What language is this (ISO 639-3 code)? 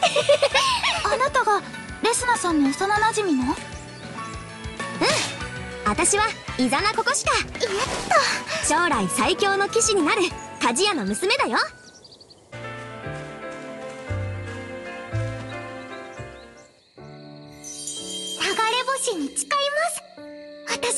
jpn